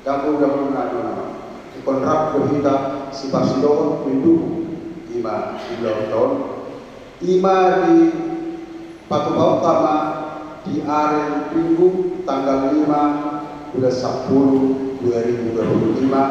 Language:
Batak Toba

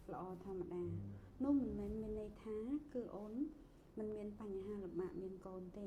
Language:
Khmer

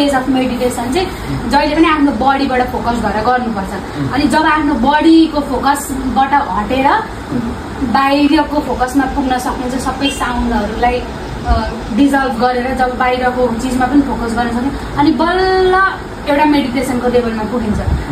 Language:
Nepali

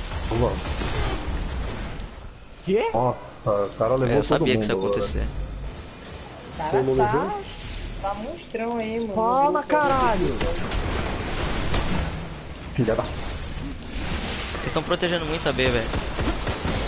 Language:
Portuguese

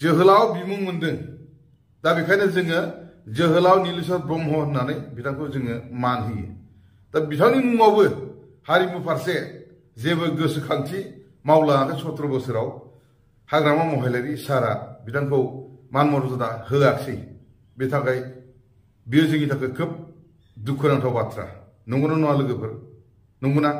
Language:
Bodo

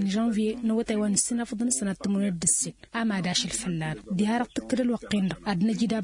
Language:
Tamasheq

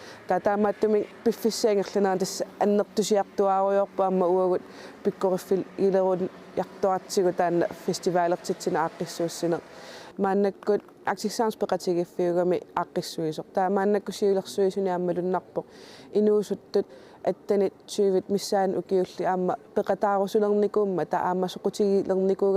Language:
Kalaallisut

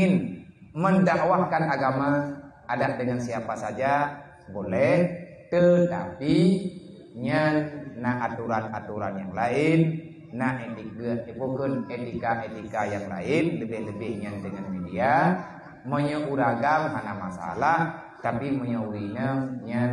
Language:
Achinese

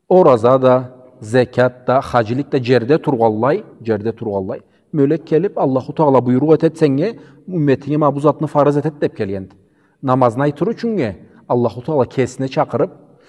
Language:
Karachay-Balkar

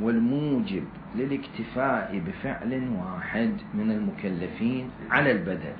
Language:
Mesopotamian Arabic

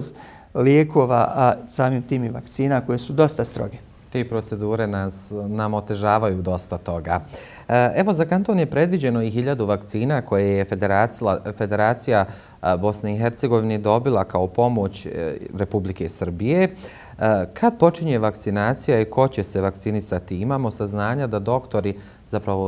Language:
Bosnian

